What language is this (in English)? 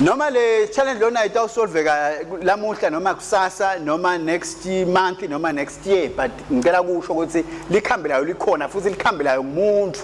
Swati